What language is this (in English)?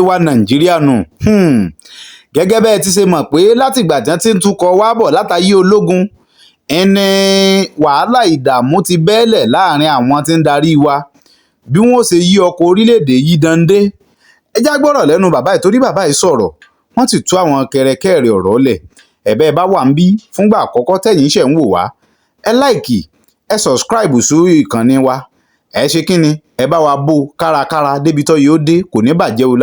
Yoruba